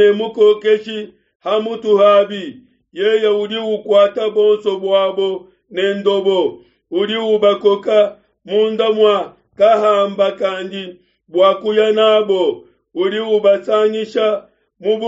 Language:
Luba-Lulua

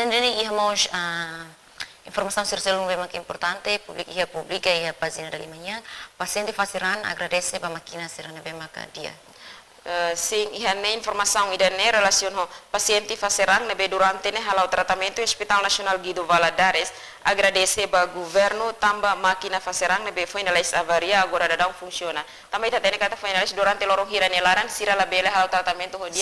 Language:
Tetum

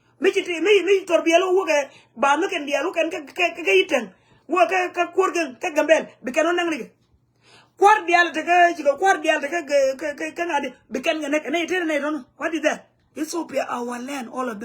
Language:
Nuer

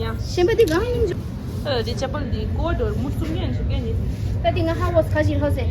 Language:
Tibetan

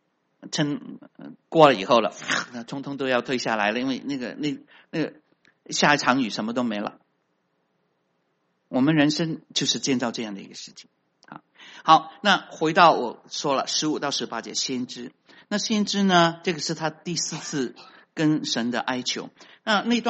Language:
Chinese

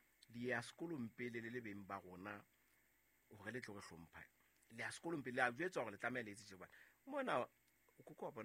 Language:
Southern Sotho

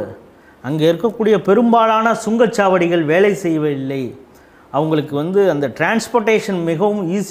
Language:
Tamil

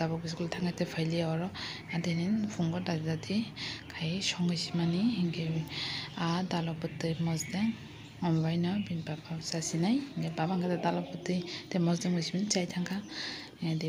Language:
Kok Borok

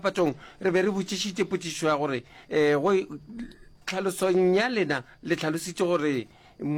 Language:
Northern Sotho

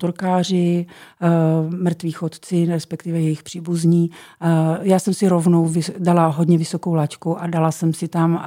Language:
Czech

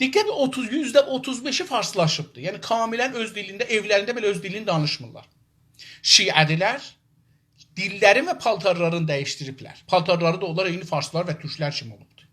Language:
South Azerbaijani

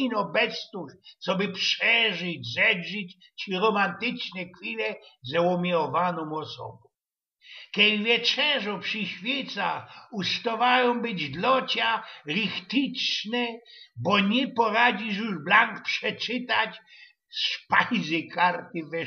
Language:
Silesian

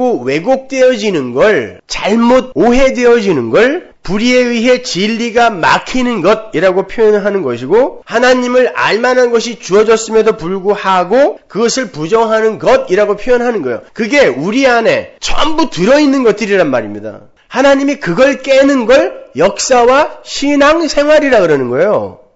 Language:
Korean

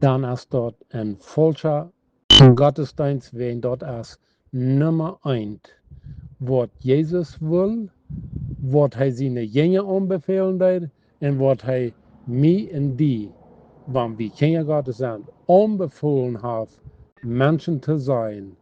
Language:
Plautdietsch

